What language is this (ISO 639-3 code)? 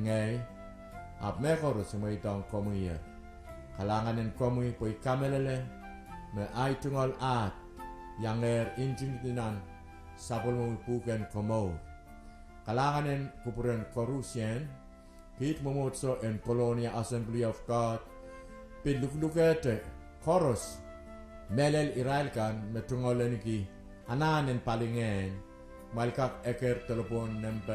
pon